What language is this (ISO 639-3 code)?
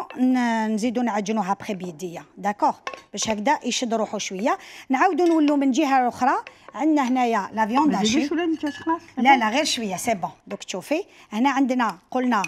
arq